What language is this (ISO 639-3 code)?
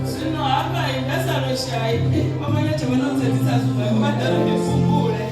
ven